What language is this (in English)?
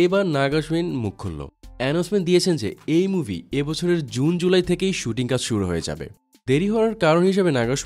Bangla